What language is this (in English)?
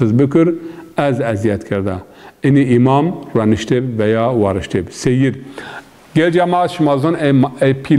Zaza